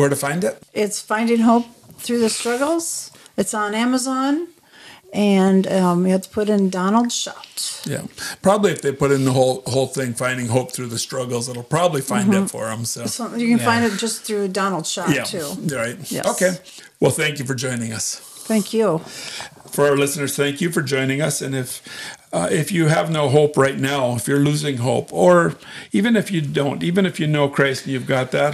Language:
English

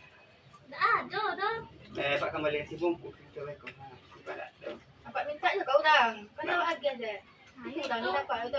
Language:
Minangkabau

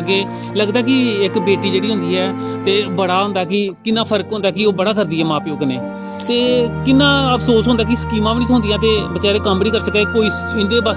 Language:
Dogri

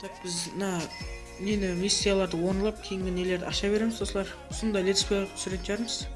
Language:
Kara-Kalpak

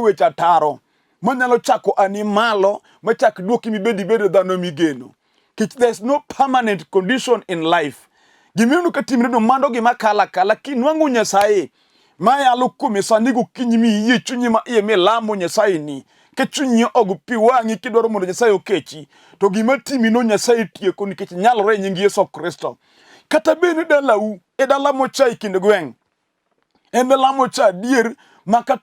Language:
Luo (Kenya and Tanzania)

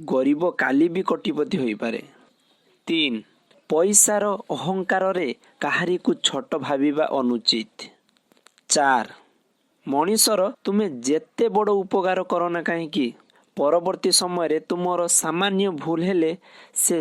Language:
Odia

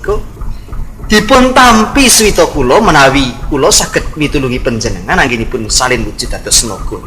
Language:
Javanese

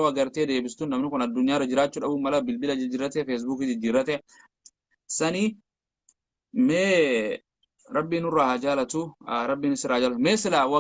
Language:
Oromo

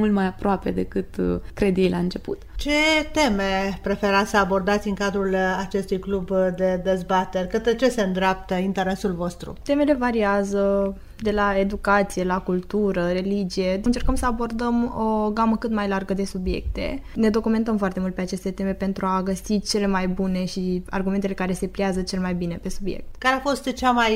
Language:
Romanian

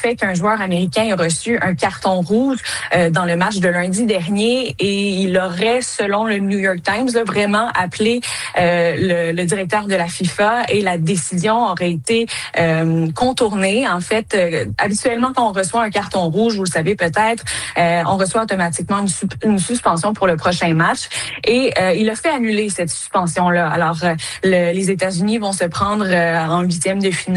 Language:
French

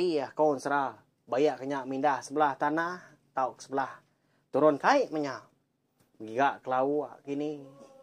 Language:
Iban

